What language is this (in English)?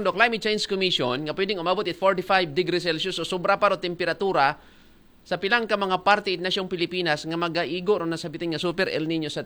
Aklanon